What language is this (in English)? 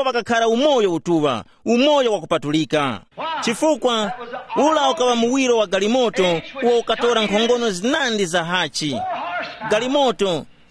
Tumbuka